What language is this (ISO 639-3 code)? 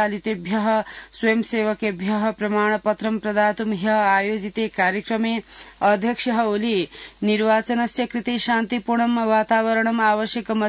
san